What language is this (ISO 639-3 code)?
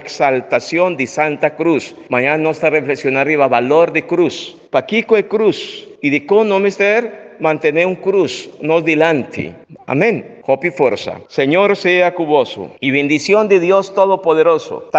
pap